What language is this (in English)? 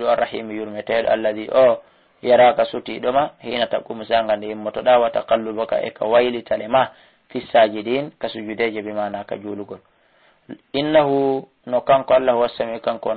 Fula